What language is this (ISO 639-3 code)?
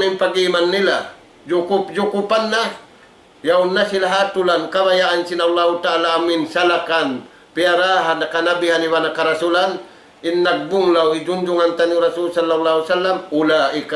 tsg